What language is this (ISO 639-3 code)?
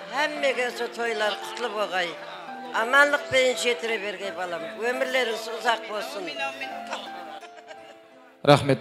kaa